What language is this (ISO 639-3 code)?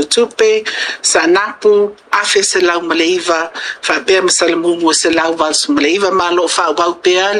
smo